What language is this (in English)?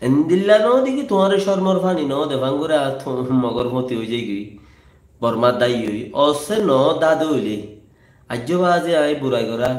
Rohingya